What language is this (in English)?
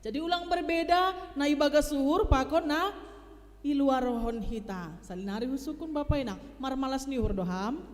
Batak Simalungun